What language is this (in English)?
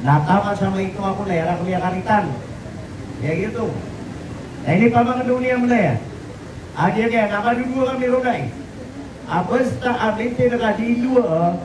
Maranao